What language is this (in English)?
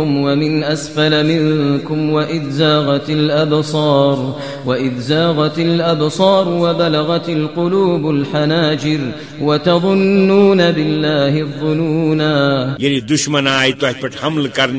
Kashmiri